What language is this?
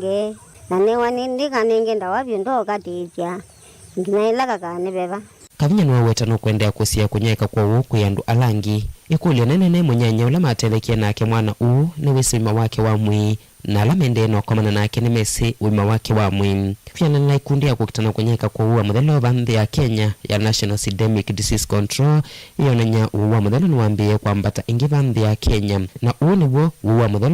Kamba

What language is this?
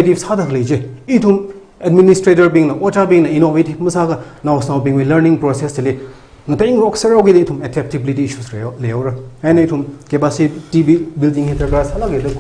Tangkhul Naga (India)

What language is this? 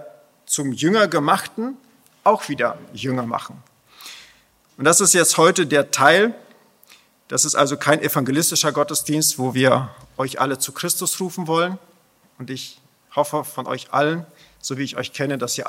German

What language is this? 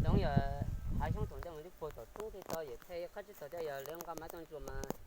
Hmong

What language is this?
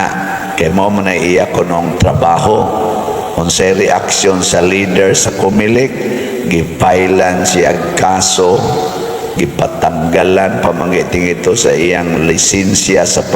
Cebuano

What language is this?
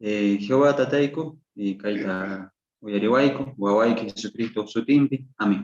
Quechua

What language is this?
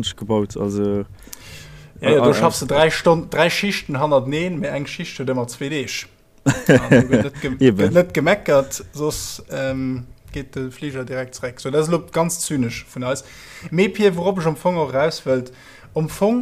Luxembourgish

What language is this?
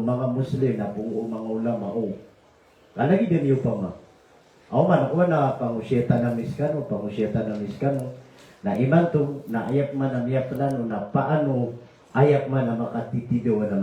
Maranao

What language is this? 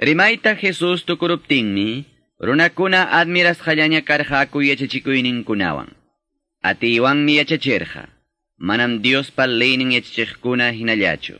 Ayacucho Quechua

